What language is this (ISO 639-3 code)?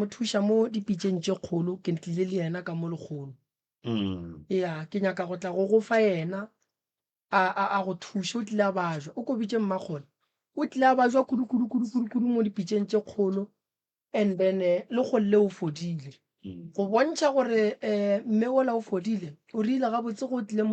nso